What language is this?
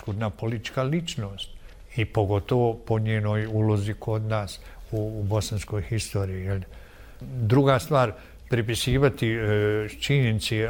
Bosnian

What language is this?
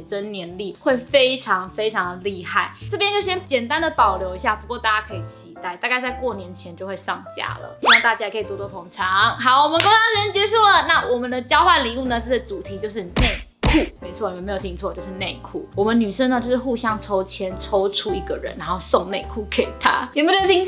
Chinese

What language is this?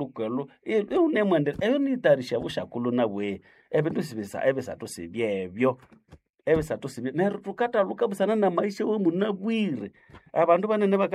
Nande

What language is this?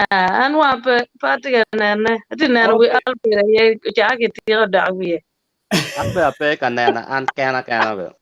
Acoli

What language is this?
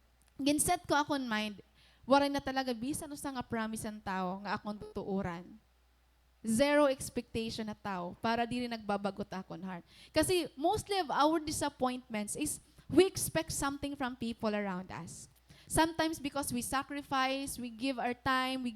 Waray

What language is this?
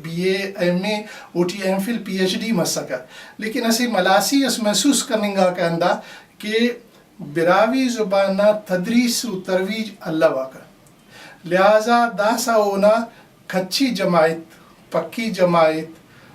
Brahui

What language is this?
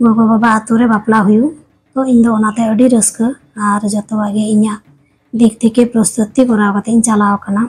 Santali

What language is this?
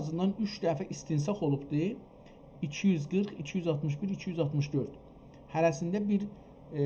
South Azerbaijani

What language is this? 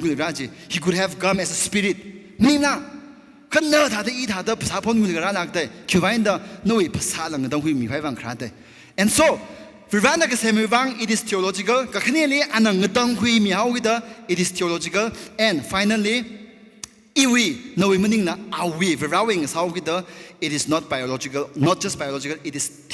Tangkhul Naga (India)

